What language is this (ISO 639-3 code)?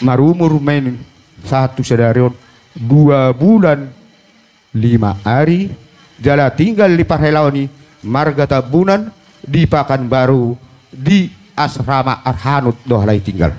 bbc